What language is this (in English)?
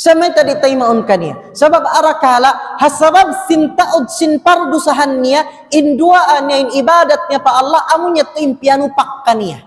Tausug